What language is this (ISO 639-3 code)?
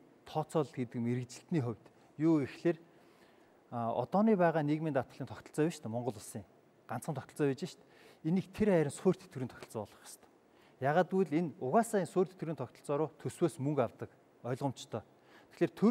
mon